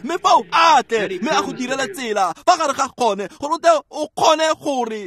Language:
Tswana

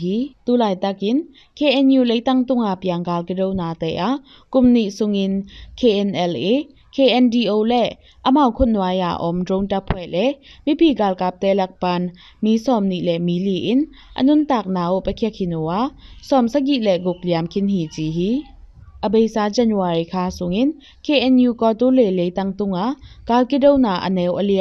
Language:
Tedim Chin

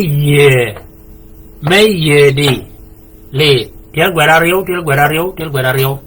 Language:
Shilluk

